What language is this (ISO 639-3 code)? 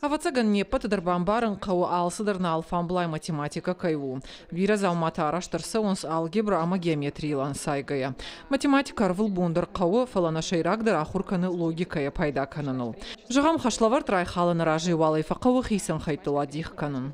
oss